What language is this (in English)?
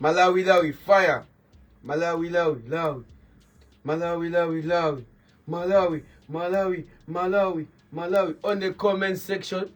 Nyanja